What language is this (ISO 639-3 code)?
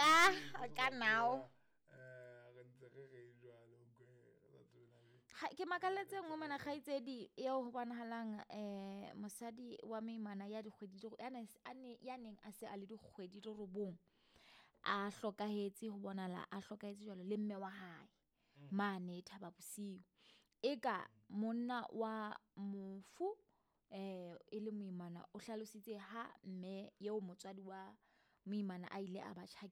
sot